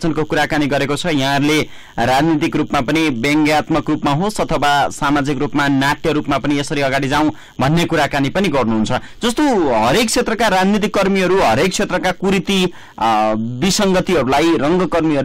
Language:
Nepali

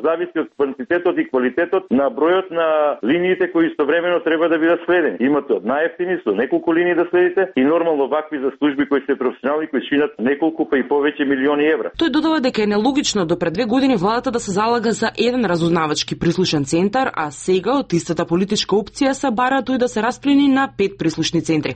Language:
Macedonian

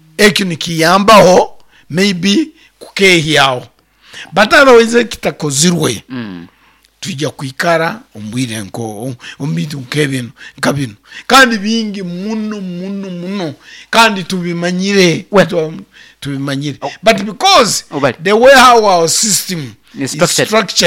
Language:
Nyankole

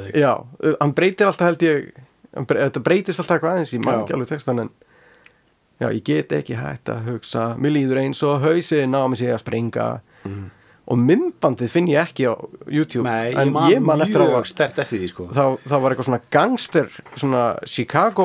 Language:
Icelandic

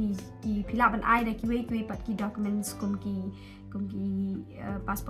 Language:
Khasi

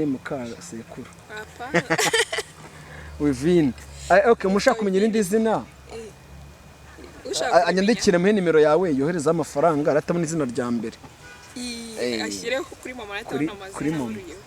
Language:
Kinyarwanda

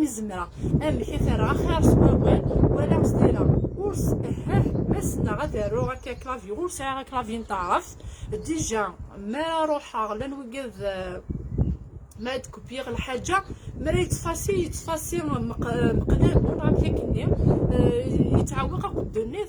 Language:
Kabyle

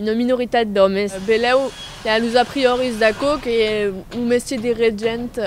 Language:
Occitan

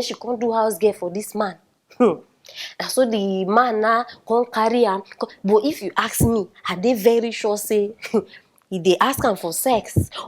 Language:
Nigerian Pidgin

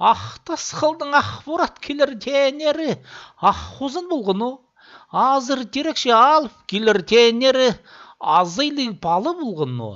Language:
Khakas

